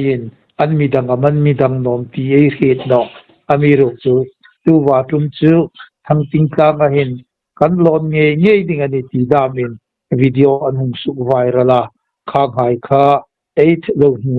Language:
Hmar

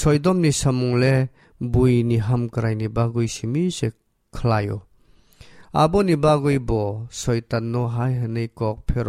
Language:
Kok Borok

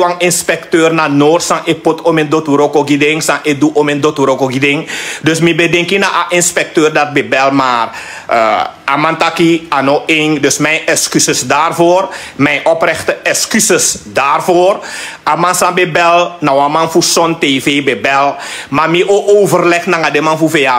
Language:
Sranan Tongo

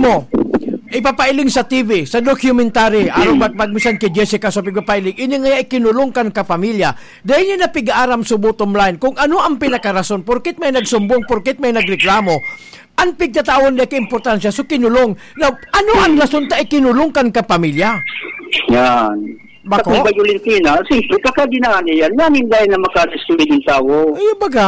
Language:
Bikol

